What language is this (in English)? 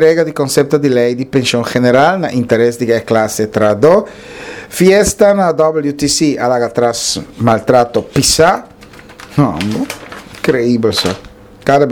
Papiamento